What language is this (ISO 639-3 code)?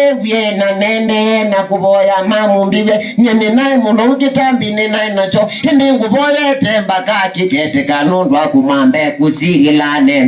kam